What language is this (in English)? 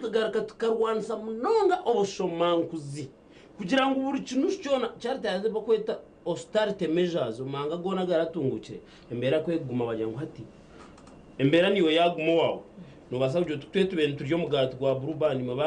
Nyankole